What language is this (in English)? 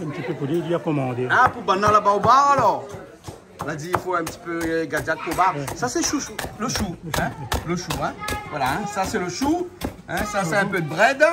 Réunion Creole French